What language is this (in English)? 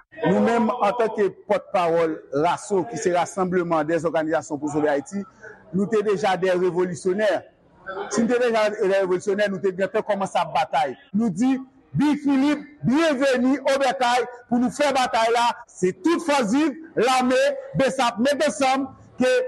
Haitian Creole